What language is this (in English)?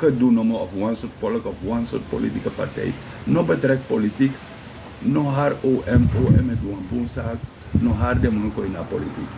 Sranan Tongo